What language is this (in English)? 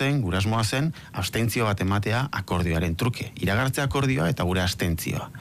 Basque